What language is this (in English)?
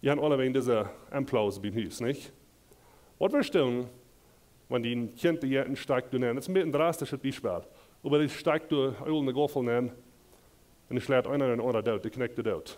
Plautdietsch